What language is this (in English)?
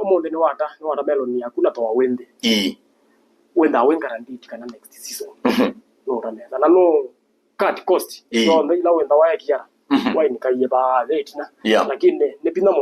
Kamba